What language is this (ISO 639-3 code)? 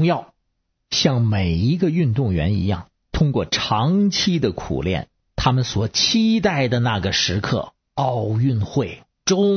zho